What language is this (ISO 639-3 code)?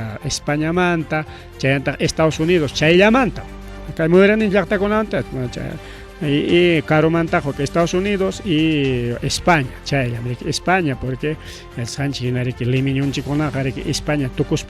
quy